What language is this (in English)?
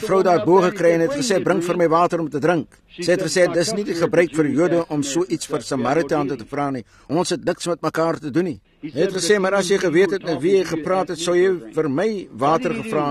Afrikaans